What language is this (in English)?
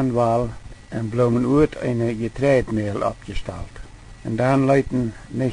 Plautdietsch